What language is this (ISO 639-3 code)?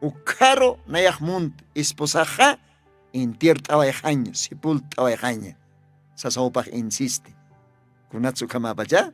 aym